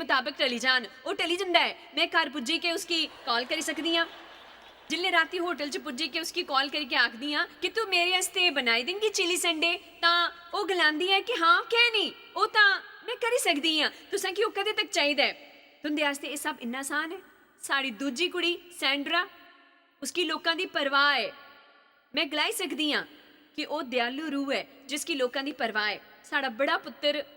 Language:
Dogri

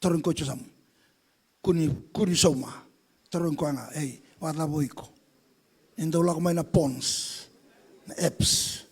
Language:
Fijian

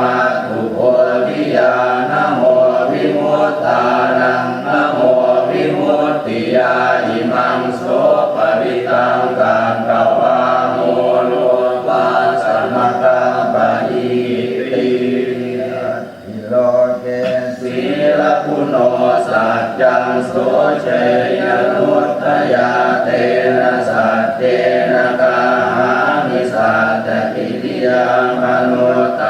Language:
Pali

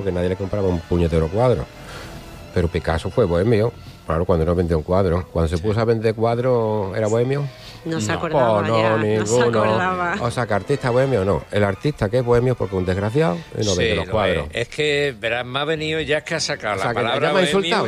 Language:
Spanish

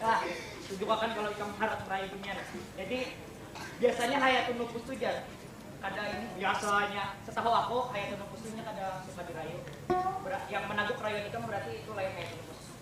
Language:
Banjar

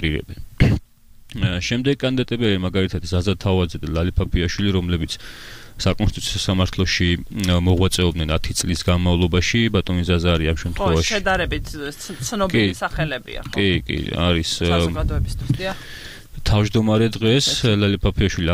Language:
Georgian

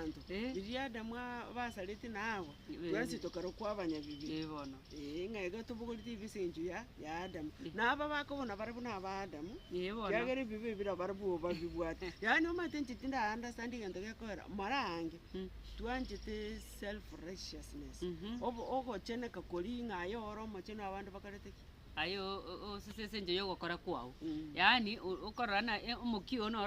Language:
Gusii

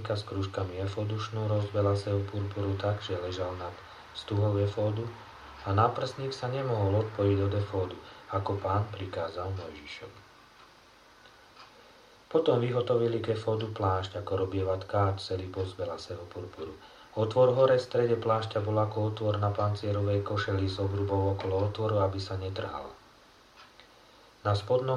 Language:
Slovak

